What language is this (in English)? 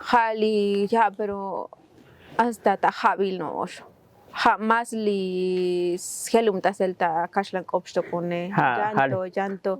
Tzotzil